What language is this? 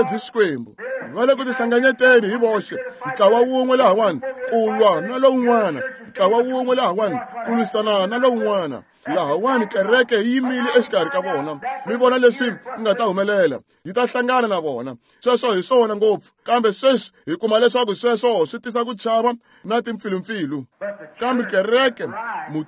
Tsonga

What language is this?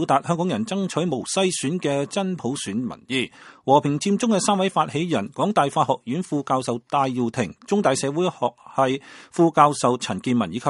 Cantonese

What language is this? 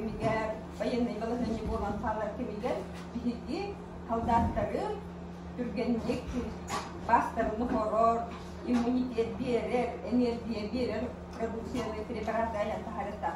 Yakut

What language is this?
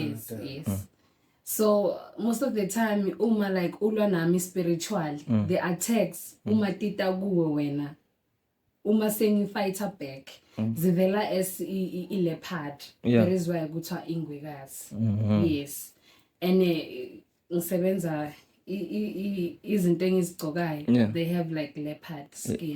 Zulu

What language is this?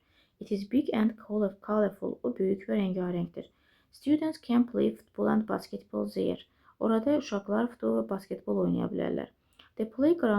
Azerbaijani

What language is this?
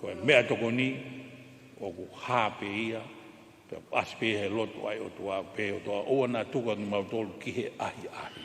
Tongan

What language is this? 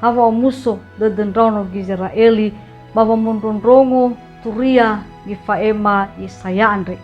Nias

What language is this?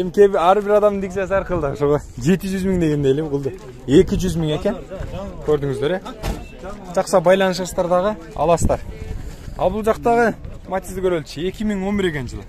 Kyrgyz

